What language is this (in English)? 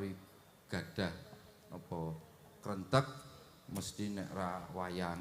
Javanese